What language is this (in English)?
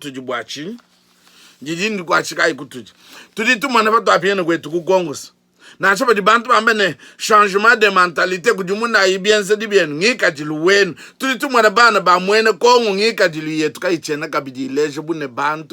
Luba-Lulua